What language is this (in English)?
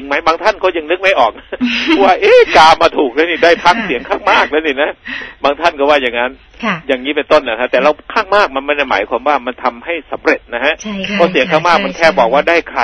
Thai